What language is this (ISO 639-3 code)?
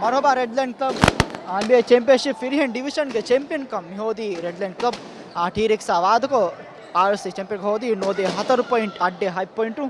div